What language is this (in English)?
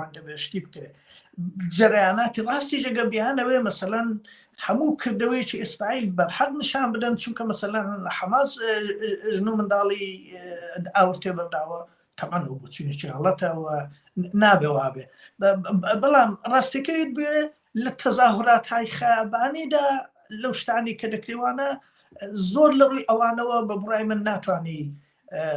Central Kurdish